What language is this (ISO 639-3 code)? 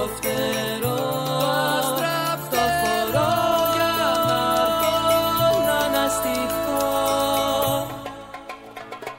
ell